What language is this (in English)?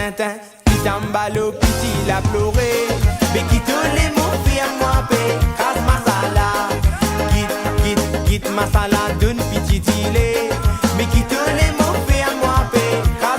Morisyen